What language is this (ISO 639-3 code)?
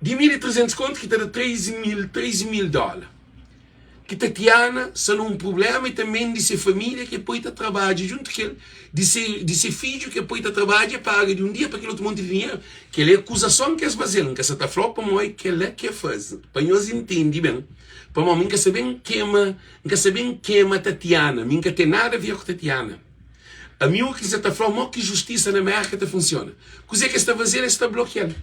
kea